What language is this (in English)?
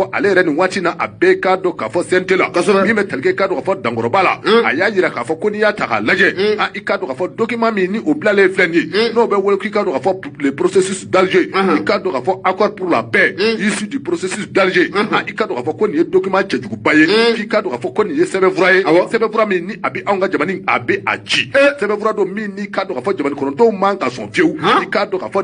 Bambara